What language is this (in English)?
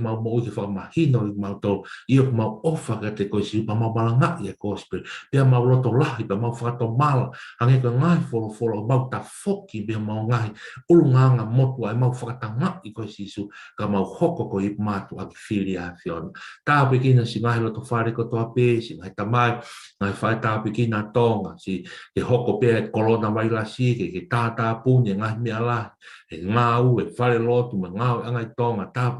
Tongan